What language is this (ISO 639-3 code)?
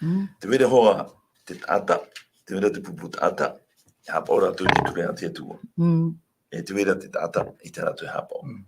tah